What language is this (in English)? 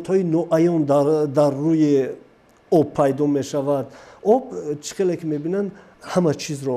Tajik